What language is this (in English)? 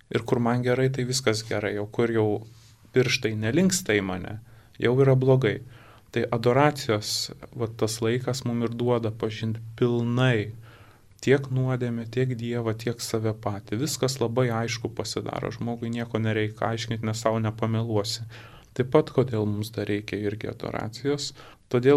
Lithuanian